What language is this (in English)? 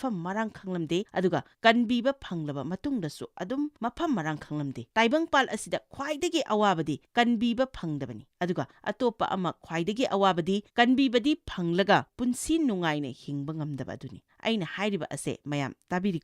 Manipuri